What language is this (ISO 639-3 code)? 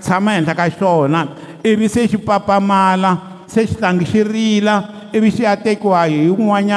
tso